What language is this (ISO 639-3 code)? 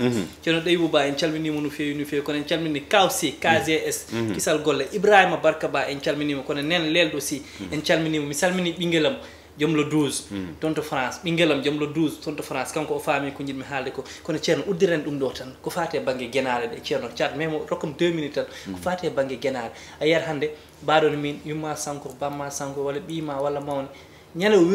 ful